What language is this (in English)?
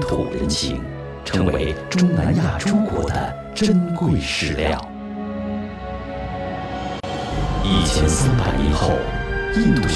Chinese